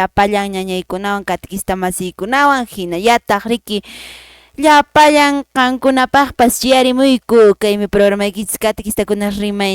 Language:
Quechua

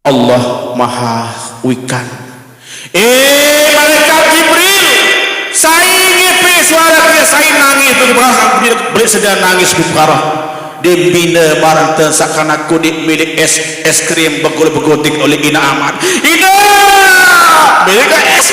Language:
Sasak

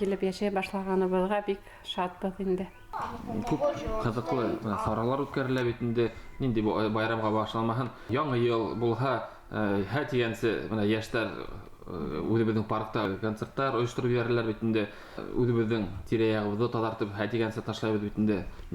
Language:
Bashkir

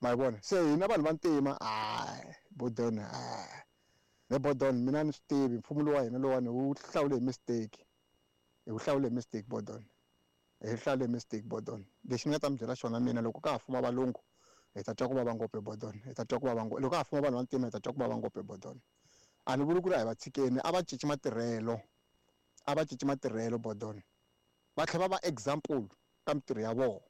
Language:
Tsonga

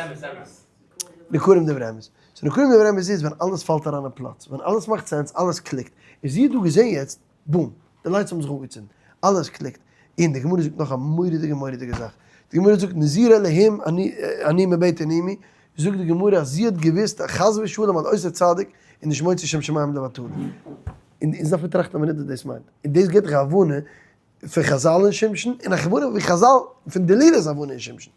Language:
Yiddish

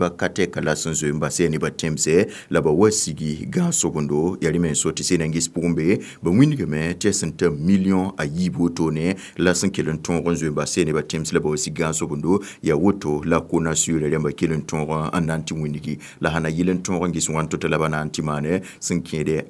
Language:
Mossi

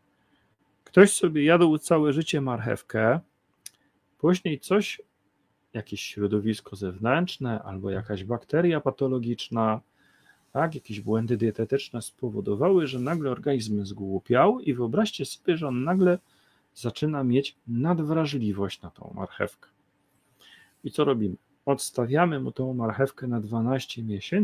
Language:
Polish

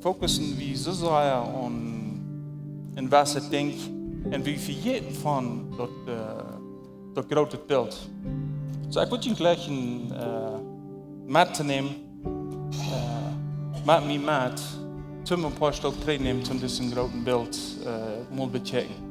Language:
Plautdietsch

